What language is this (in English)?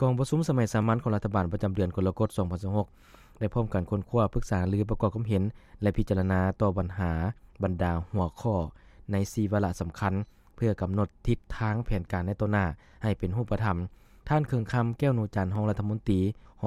Lao